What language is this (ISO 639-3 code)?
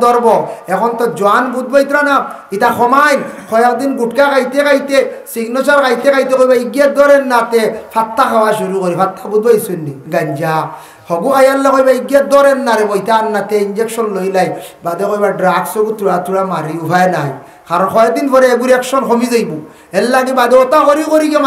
syl